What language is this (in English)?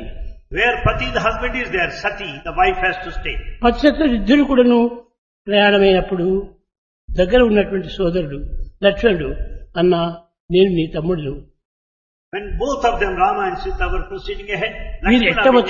Telugu